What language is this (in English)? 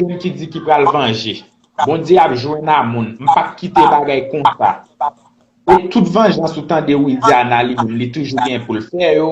Haitian Creole